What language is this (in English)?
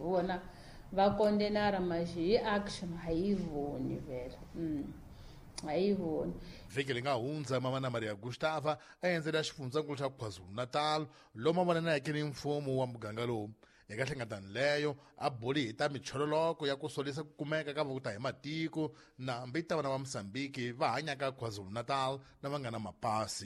Tsonga